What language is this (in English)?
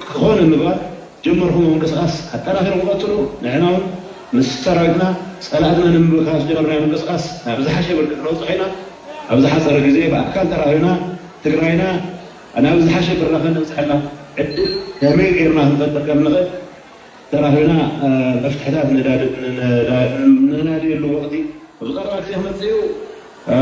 Tigrinya